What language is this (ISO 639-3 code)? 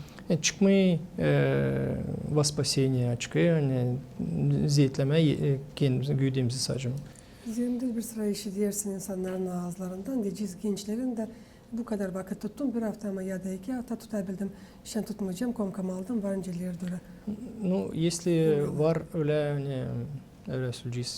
gag